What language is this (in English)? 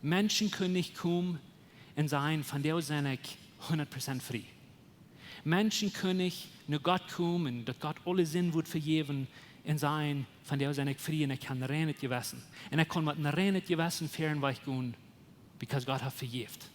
Plautdietsch